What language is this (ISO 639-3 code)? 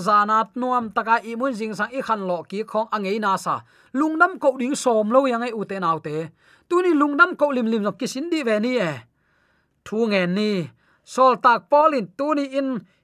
ctd